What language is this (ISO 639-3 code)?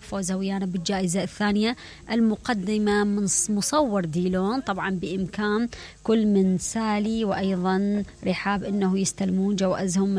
acm